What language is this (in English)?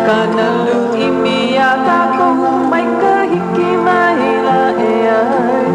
Hawaiian